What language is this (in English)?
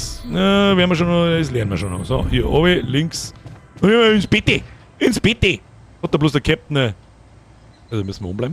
Bavarian